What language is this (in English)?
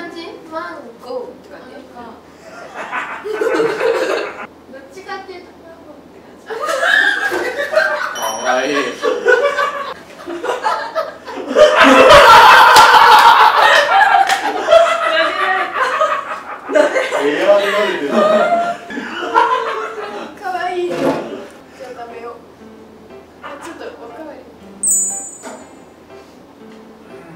Japanese